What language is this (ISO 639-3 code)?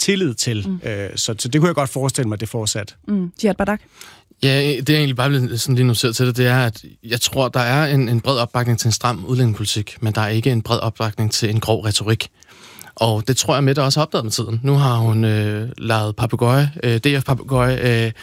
dan